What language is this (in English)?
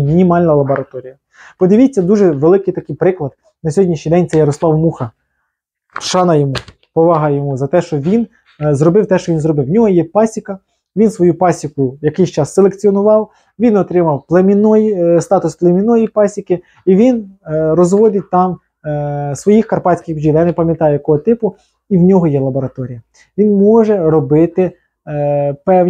Ukrainian